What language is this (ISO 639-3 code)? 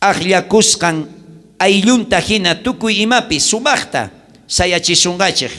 quh